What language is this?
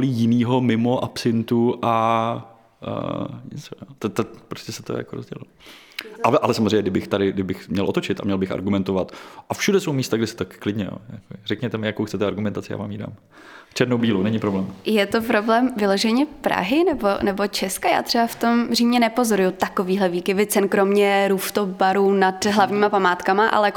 Czech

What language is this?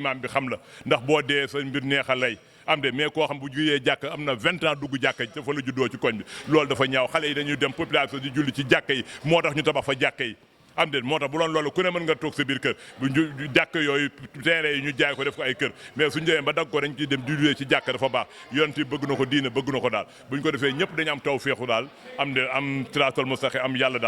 Wolof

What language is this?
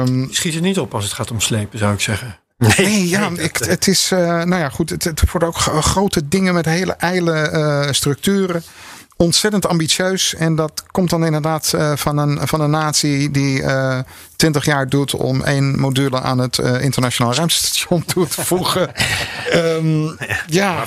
Dutch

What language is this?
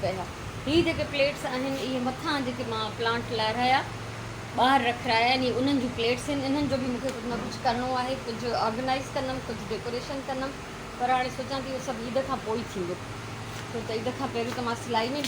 Sindhi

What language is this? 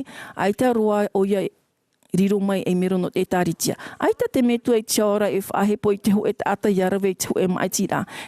Tahitian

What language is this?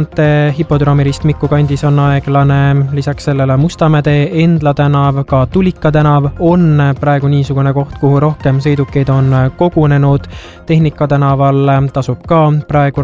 Estonian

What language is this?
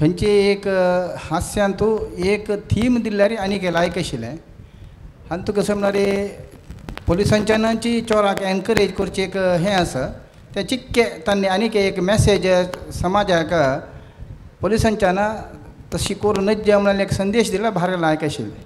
Konkani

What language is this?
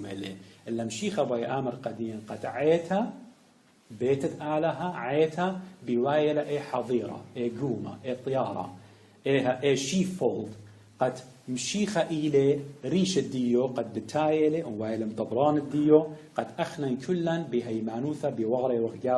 Assyrian Neo-Aramaic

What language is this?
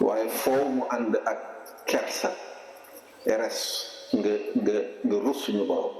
Wolof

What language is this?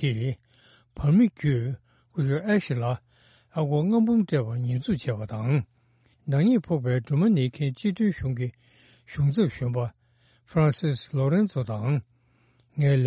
Tibetan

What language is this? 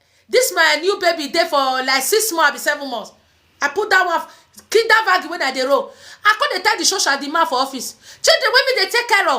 Nigerian Pidgin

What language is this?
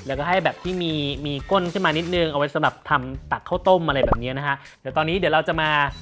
Thai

